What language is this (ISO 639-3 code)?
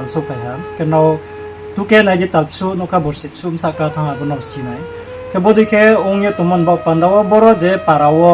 ria